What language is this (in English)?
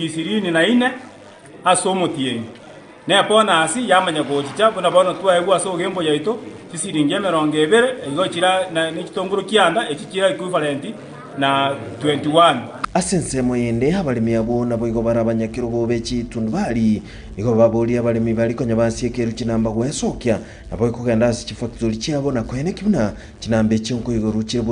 Gusii